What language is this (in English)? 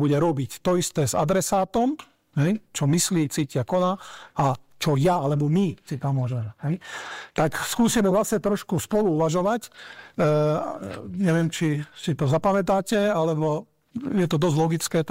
Slovak